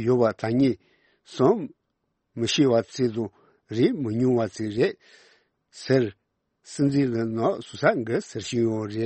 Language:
Tibetan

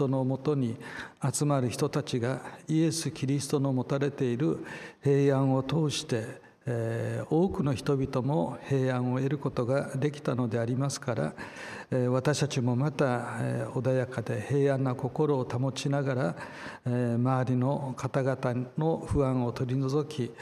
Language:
Japanese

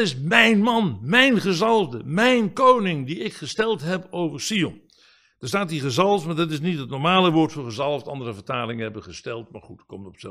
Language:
Dutch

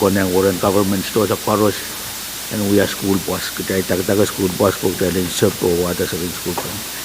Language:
Pohnpeian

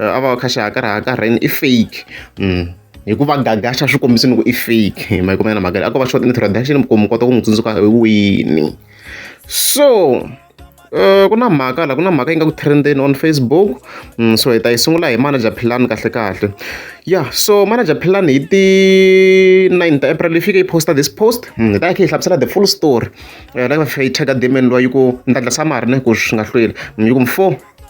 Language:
Tsonga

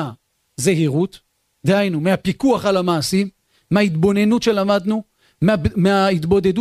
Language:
Hebrew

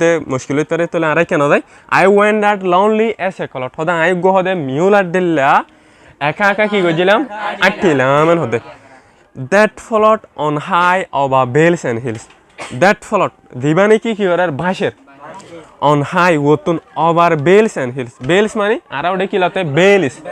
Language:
Rohingya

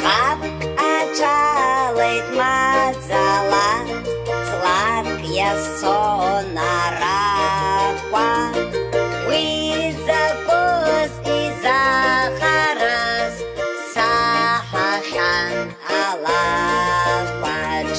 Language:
Abkhazian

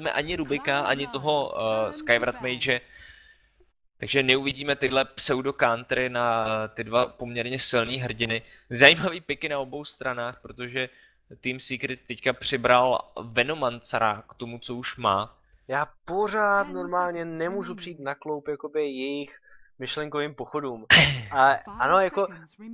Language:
Czech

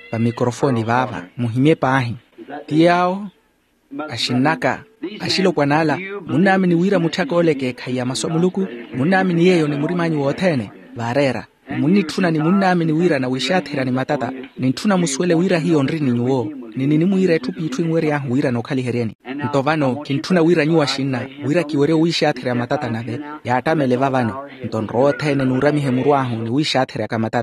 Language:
Makhuwa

